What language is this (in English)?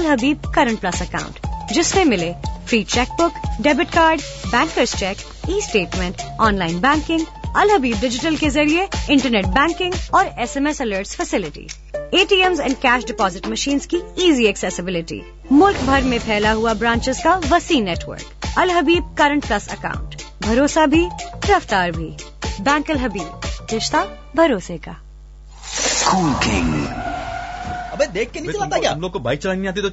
Urdu